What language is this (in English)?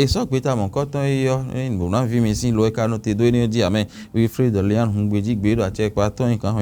Fon